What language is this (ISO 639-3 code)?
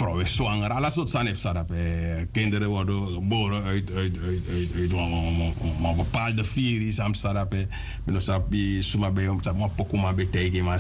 srn